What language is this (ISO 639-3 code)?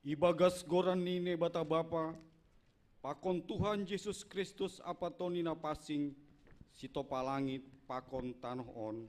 bts